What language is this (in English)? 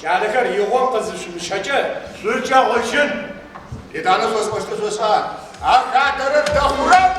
Adyghe